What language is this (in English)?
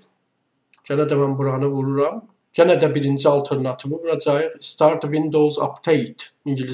Azerbaijani